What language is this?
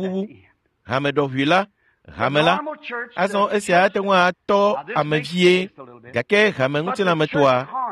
Ewe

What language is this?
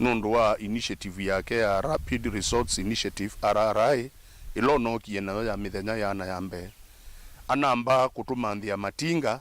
Kamba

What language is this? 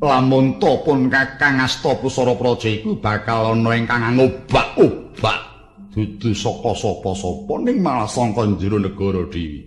Javanese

